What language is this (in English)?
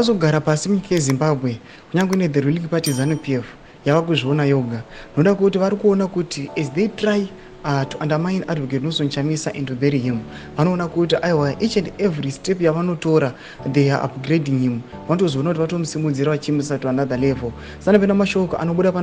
Shona